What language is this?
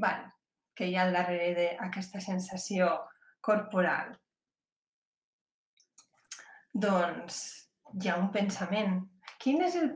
Catalan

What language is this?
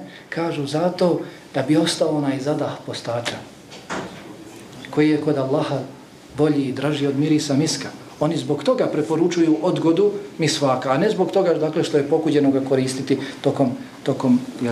Bosnian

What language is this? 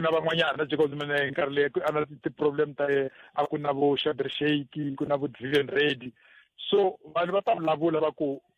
Tsonga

